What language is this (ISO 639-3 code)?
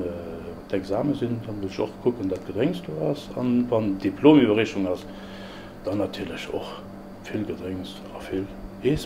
ltz